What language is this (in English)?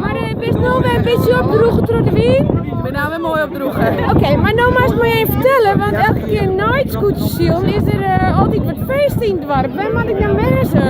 Western Frisian